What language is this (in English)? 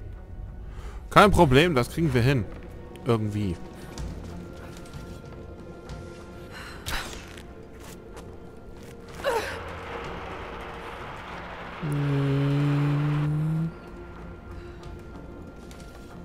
German